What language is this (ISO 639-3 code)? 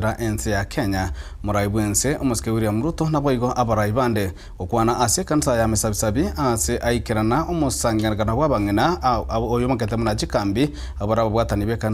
guz